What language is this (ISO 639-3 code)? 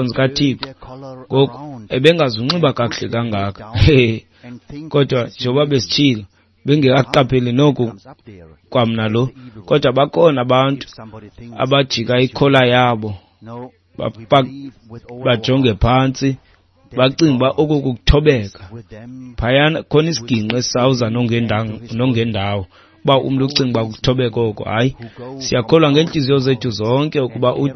xho